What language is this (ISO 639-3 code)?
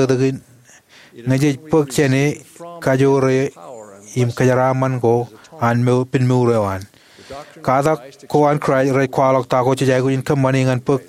mah